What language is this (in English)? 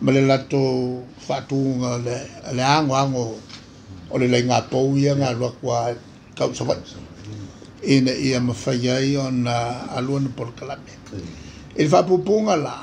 Samoan